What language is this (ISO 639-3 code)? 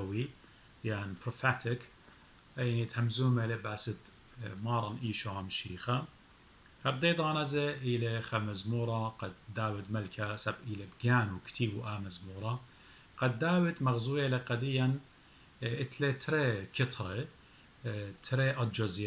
aii